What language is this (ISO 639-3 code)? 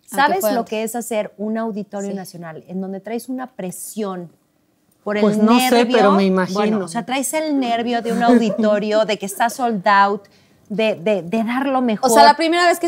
spa